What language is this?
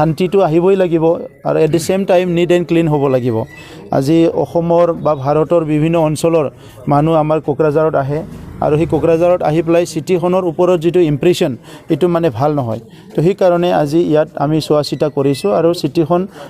Assamese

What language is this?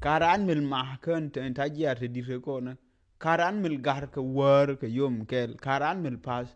Nuer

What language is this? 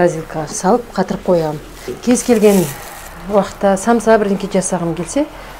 Kazakh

